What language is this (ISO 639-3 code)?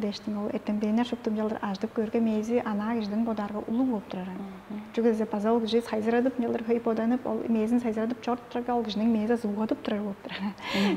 tyv